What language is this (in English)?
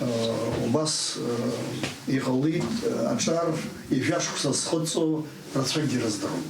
Abkhazian